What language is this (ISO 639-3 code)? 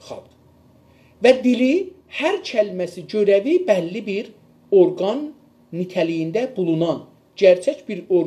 azb